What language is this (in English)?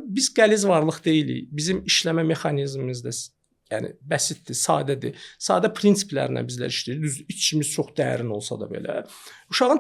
Azerbaijani